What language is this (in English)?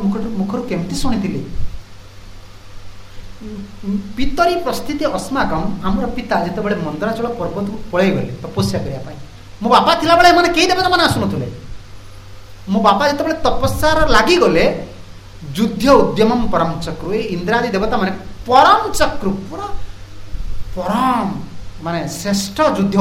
Odia